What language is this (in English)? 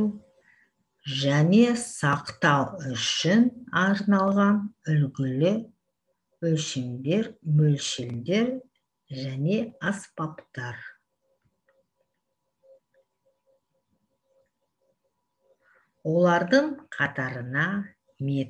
Kazakh